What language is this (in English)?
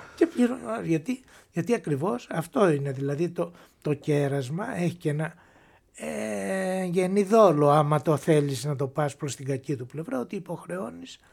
Greek